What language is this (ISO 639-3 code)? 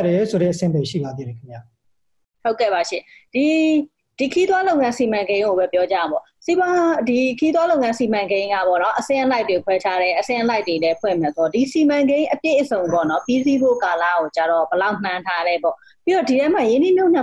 mya